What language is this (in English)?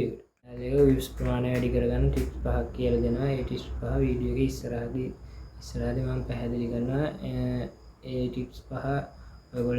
Sinhala